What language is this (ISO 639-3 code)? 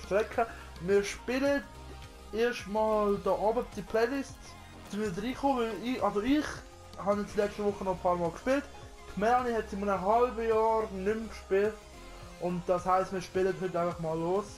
gsw